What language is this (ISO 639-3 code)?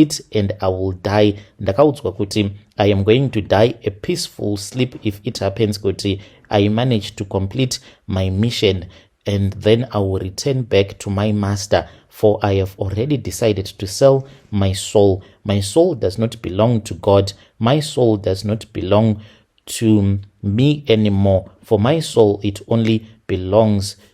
sna